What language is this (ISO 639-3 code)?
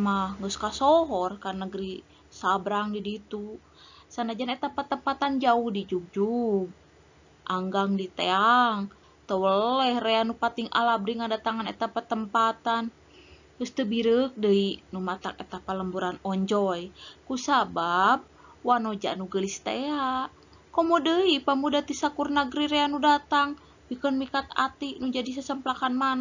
sun